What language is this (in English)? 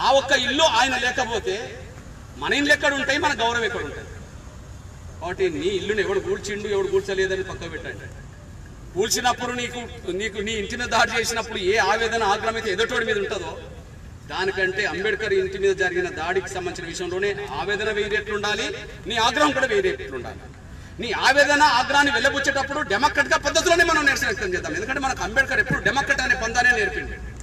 Telugu